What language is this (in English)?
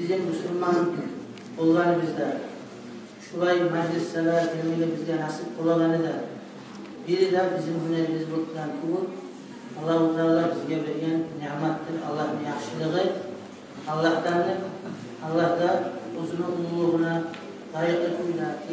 Kumyk